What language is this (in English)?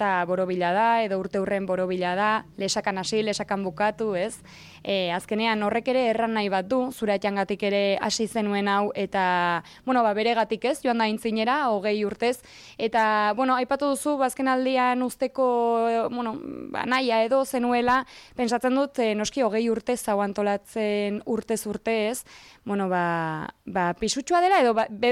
Basque